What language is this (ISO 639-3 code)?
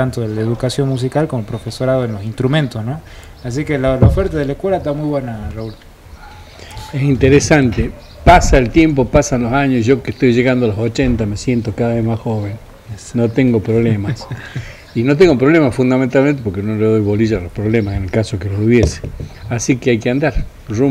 spa